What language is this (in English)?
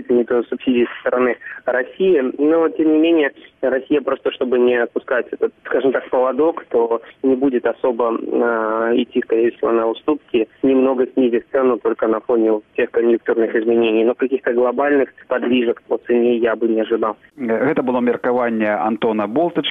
Belarusian